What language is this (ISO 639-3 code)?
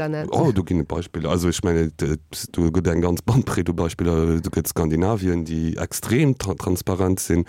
ltz